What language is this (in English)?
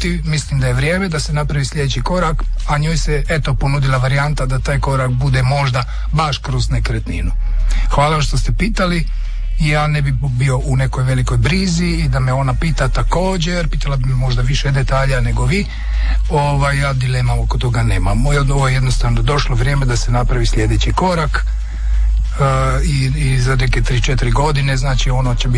Croatian